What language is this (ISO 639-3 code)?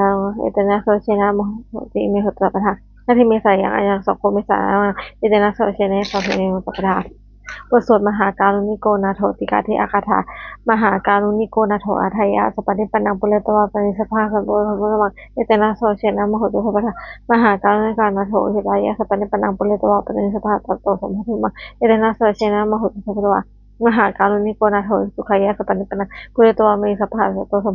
pli